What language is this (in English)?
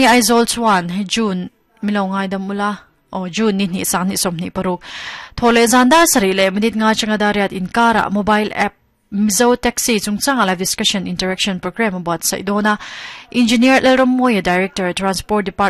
Mizo